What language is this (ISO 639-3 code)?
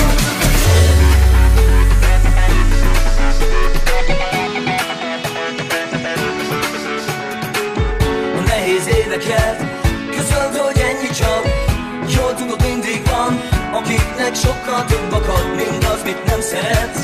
hun